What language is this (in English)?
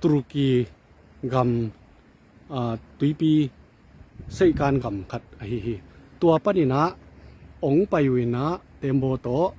Tedim Chin